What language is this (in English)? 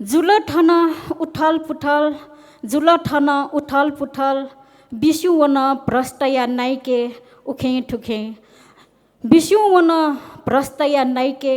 Newari